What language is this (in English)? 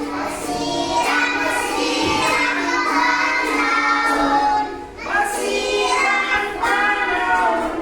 Waray